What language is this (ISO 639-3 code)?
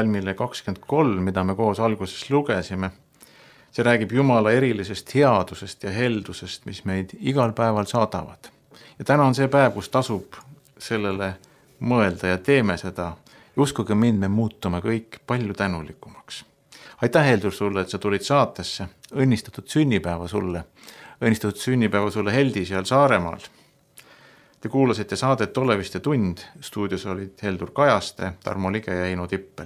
est